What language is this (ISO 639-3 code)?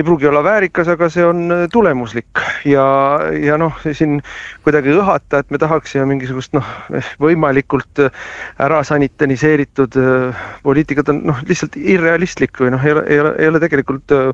est